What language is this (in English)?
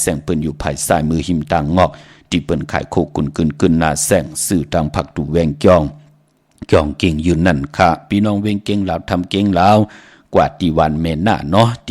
Shan